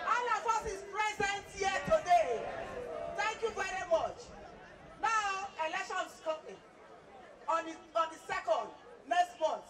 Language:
Nigerian Pidgin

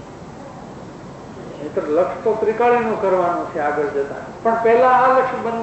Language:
Gujarati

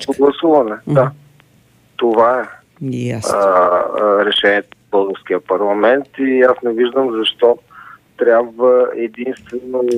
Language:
Bulgarian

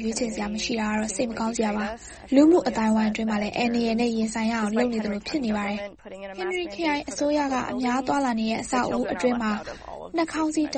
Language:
Burmese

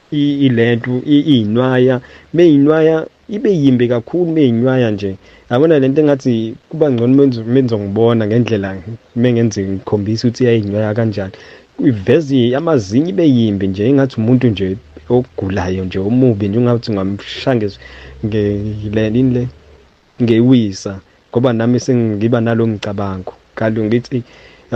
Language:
Zulu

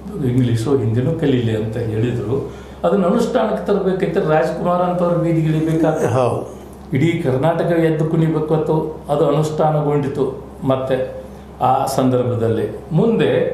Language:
Kannada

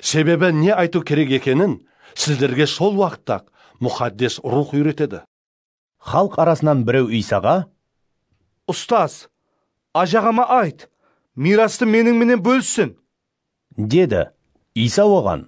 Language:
Kara-Kalpak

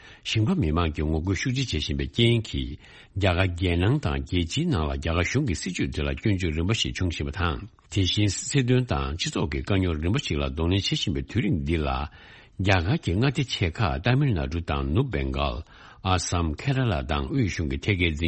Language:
Tibetan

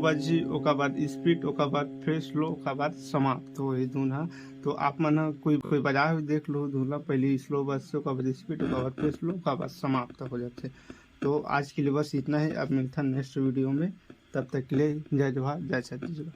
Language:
Chhattisgarhi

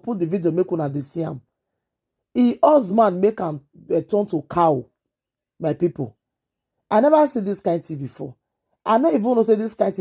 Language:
Nigerian Pidgin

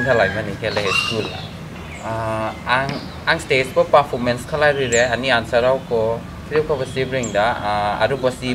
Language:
Dimasa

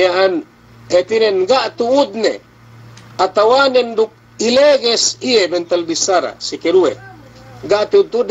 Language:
Yakan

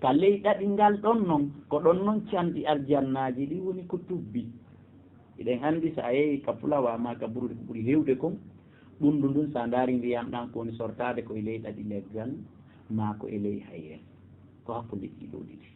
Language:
Fula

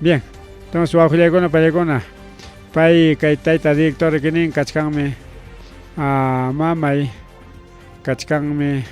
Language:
Ayacucho Quechua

